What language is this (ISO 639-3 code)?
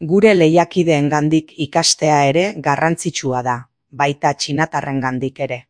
eus